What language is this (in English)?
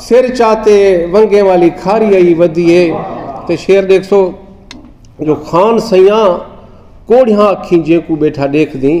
Saraiki